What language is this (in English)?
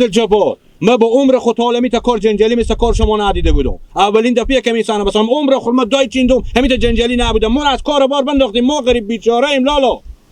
Hazaragi